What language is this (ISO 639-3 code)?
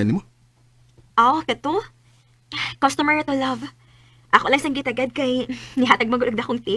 ceb